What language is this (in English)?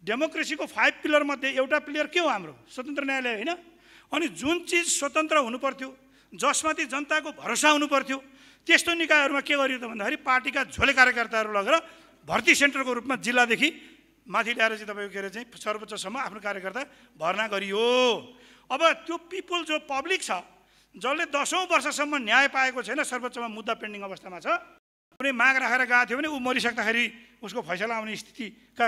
Nepali